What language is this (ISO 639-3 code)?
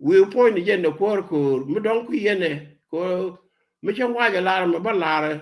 nus